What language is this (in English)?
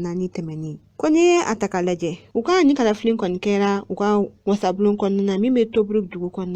Bambara